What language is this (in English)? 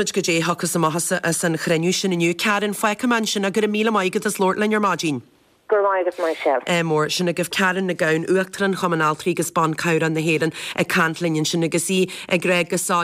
Irish